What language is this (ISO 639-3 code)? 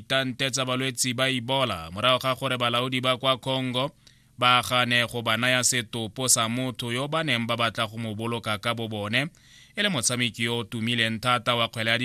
tsn